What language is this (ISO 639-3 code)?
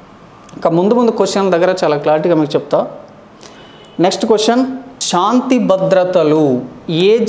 tel